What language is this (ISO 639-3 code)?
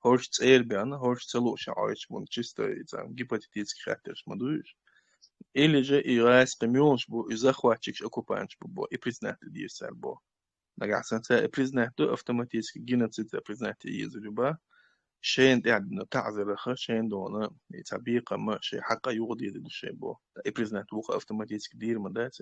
che